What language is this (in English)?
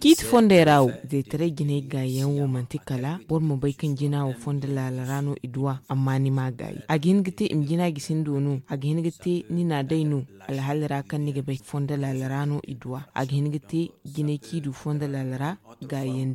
Zarma